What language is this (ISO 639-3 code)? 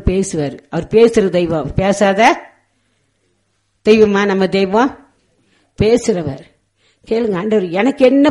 tam